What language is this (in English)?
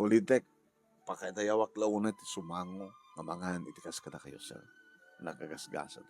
Iloko